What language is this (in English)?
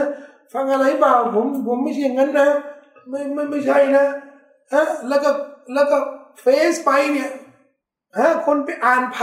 Thai